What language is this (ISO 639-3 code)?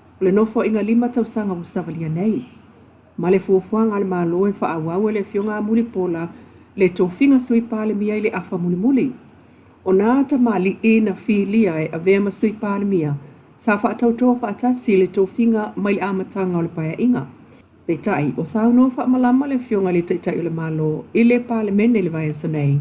smo